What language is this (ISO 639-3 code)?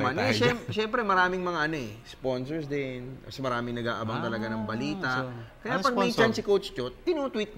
fil